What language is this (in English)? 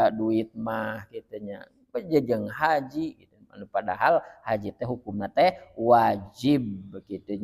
Sundanese